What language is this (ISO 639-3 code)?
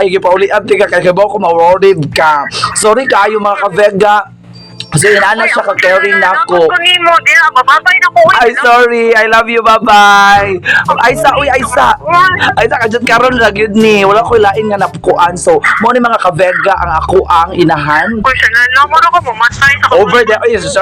ceb